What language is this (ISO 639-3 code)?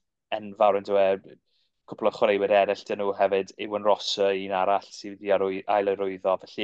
cym